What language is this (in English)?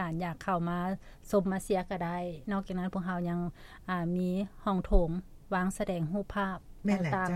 Lao